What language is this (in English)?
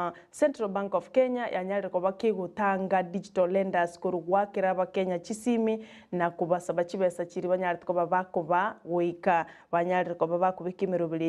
Gusii